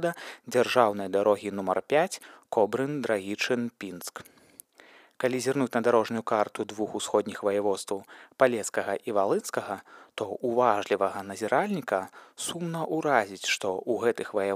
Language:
Belarusian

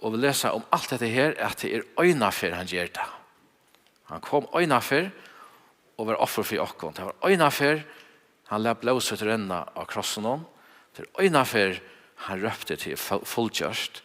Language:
Faroese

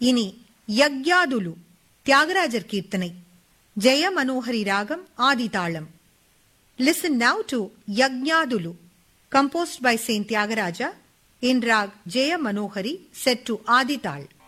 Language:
Tamil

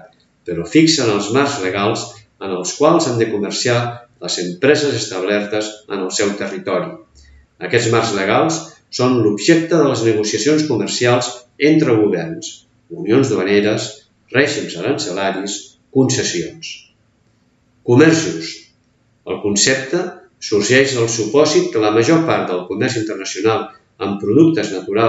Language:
Catalan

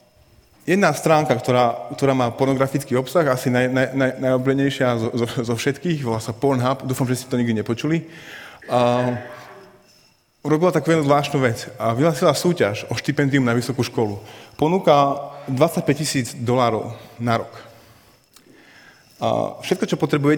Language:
Slovak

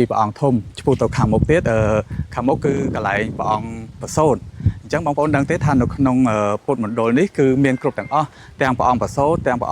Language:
Khmer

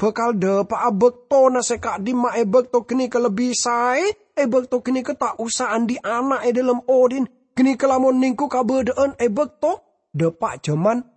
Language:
Madurese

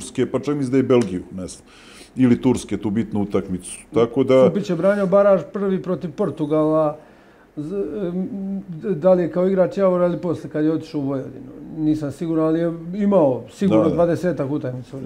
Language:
Serbian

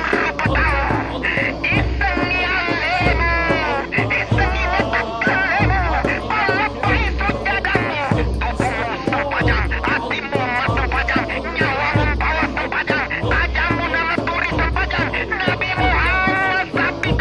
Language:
Buginese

